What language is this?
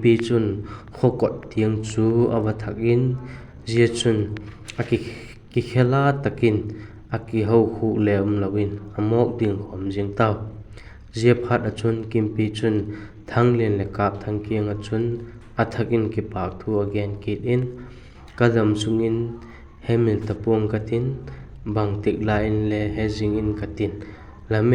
Vaiphei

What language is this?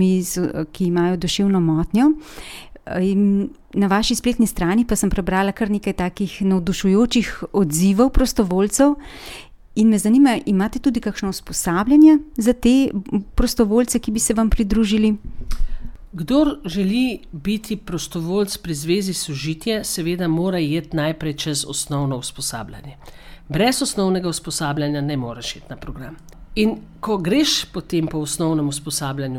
Slovenian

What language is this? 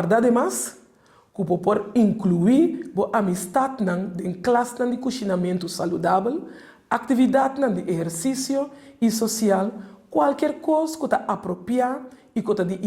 Papiamento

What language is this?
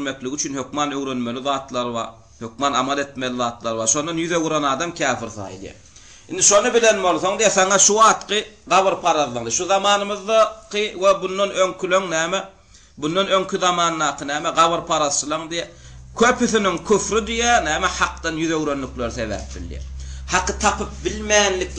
Turkmen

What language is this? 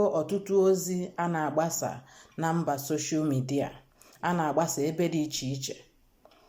Igbo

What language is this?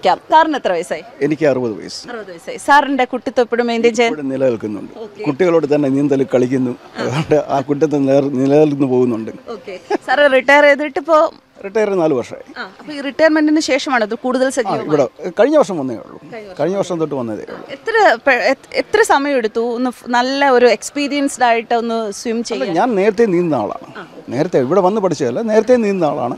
Malayalam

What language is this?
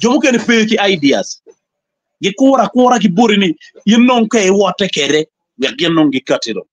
Acoli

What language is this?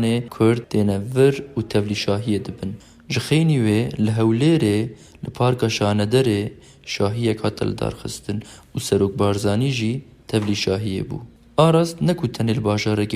Kurdish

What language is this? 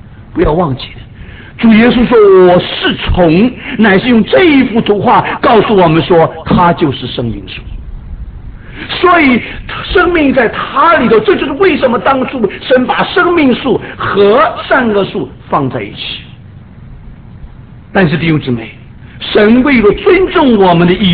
Chinese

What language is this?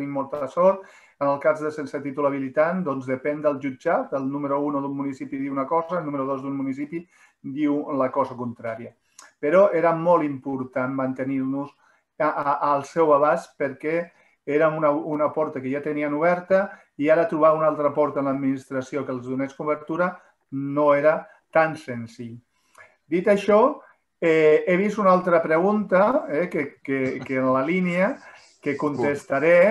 Catalan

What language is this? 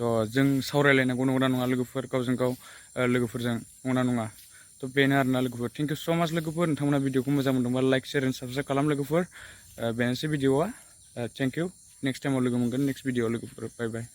Bodo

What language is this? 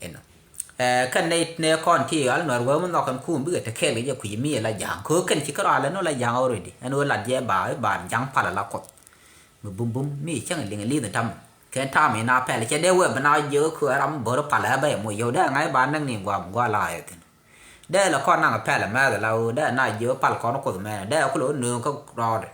Nuer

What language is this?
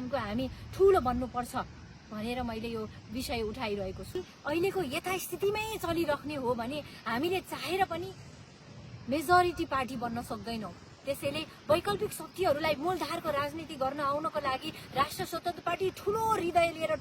Nepali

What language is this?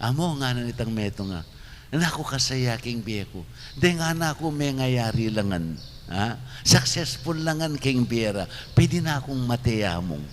Pampanga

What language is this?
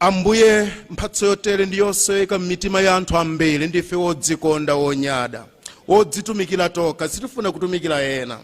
Nyanja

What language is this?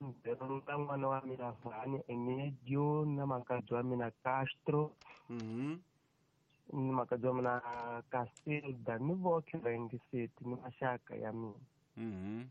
Tsonga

